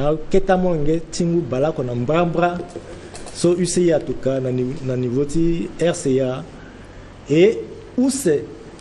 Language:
Sango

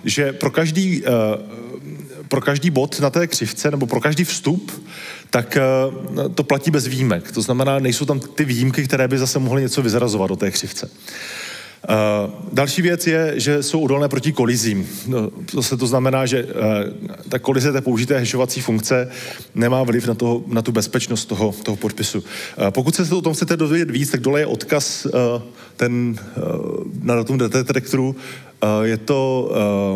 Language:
Czech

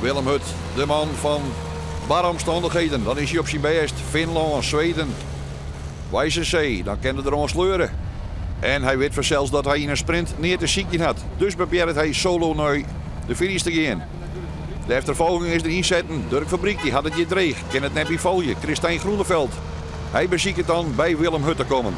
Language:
Western Frisian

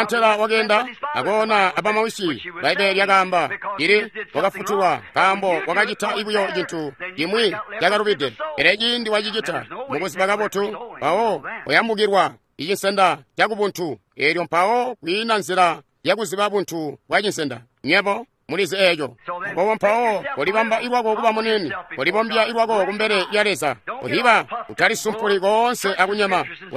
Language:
Tonga (Zambia)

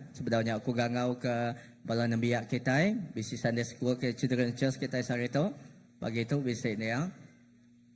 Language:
Iban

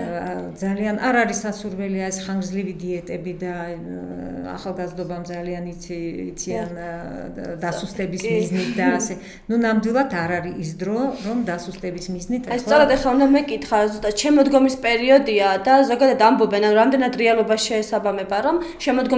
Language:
Georgian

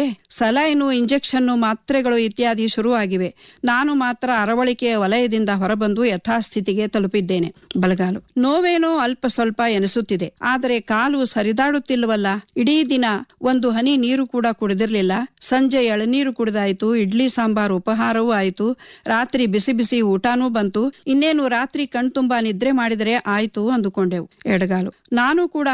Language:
Kannada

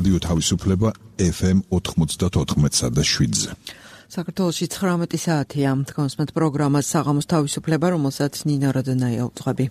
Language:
Georgian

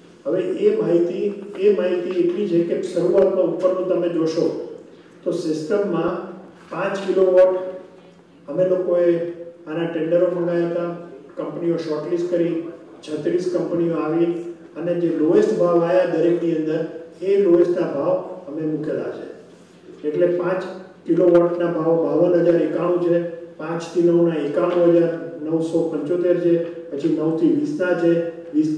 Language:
Gujarati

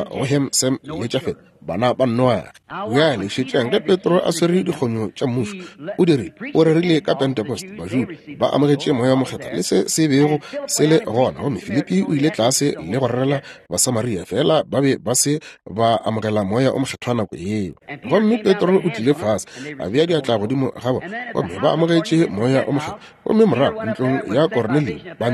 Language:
Northern Sotho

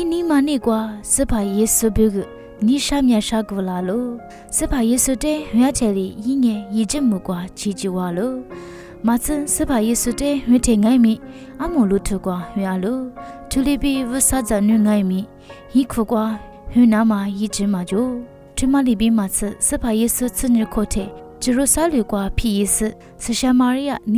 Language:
Lisu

